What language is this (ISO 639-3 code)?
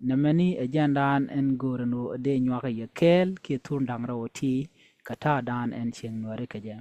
nus